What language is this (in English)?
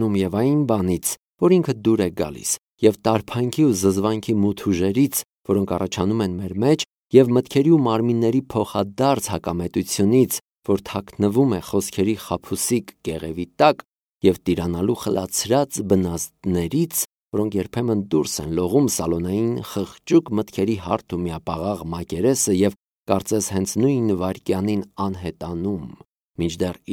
Armenian